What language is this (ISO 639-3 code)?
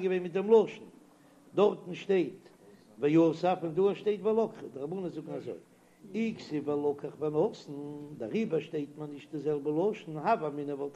yid